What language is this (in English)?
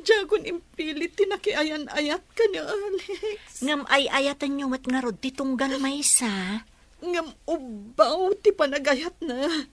Iloko